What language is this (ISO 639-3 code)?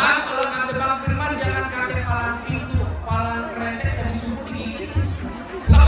bew